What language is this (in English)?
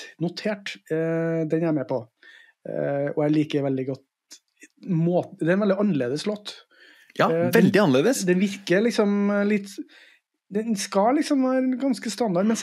Norwegian